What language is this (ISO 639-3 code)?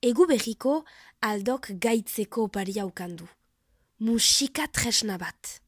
eus